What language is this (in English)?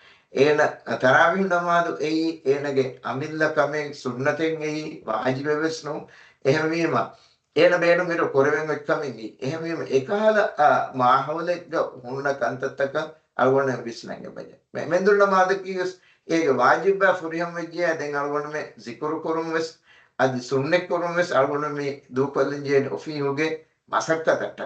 Divehi